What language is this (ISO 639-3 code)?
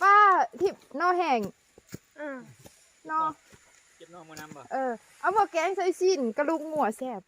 lao